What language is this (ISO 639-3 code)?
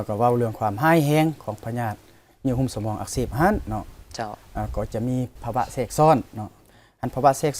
lao